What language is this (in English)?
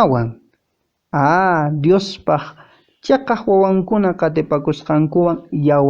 Quechua